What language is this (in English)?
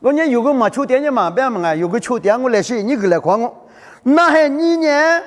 Lisu